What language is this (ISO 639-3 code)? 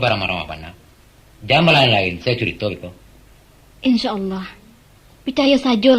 min